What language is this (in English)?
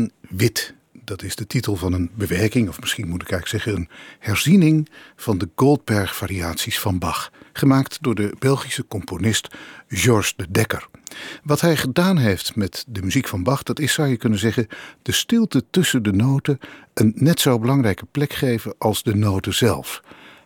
Dutch